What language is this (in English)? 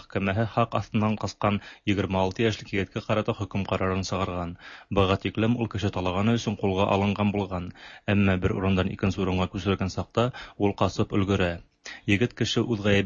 Tatar